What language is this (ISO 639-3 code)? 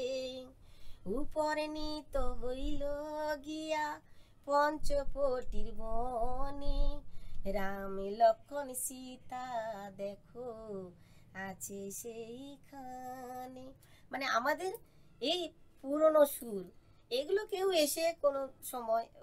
ben